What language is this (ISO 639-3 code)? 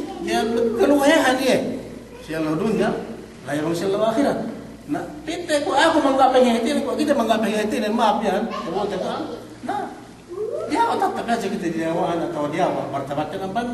yka